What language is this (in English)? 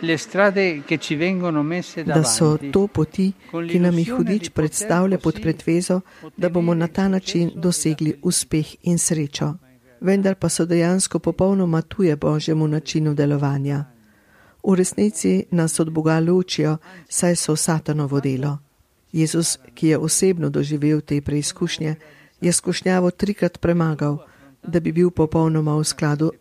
Slovenian